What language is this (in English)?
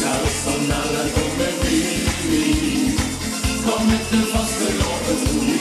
Limburgish